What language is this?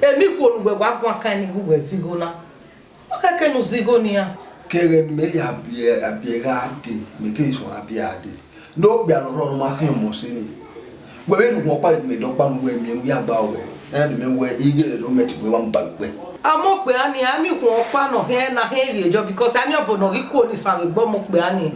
Bini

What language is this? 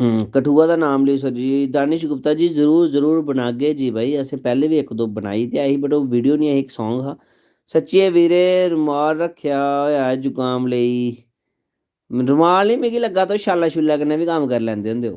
Dogri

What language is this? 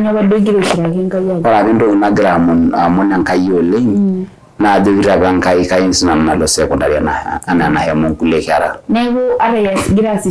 Masai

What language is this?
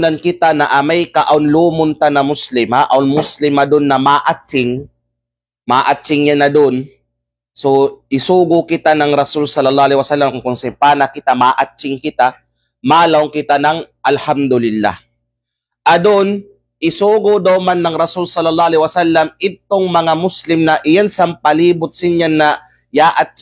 Kalagan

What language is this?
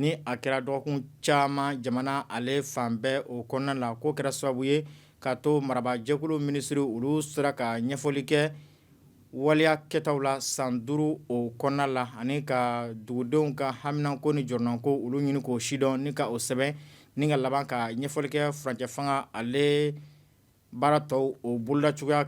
Bambara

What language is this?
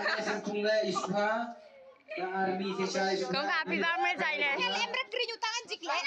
Khasi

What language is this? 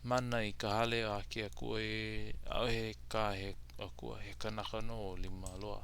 Hawaiian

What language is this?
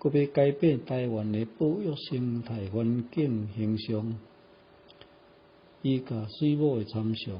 Min Nan Chinese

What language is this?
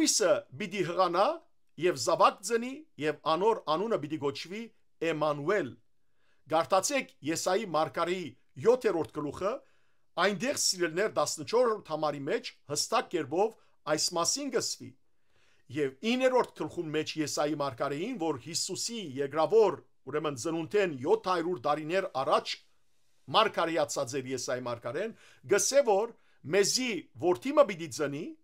Western Armenian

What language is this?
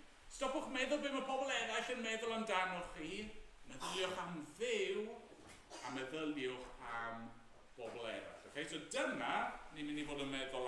Welsh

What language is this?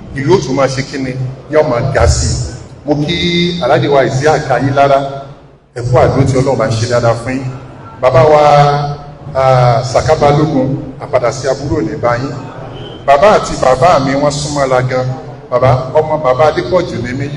Yoruba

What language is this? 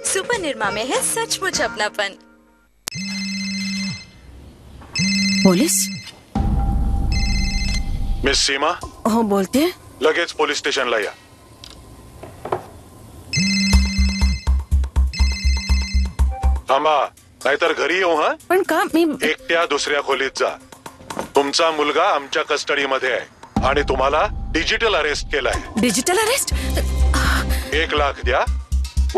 Marathi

